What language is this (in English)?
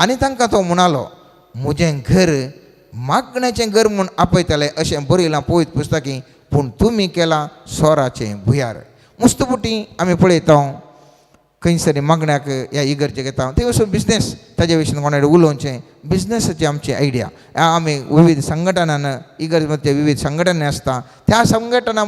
Konkani